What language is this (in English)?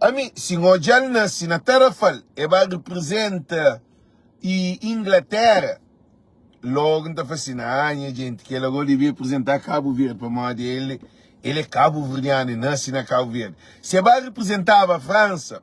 Kabuverdianu